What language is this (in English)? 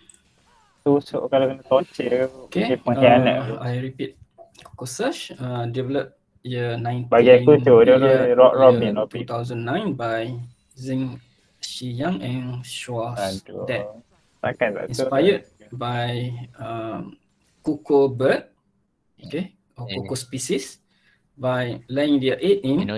Malay